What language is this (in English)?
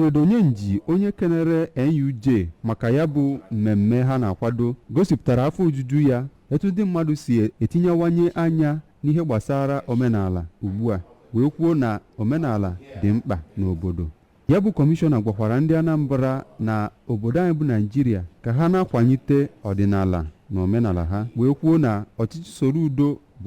Igbo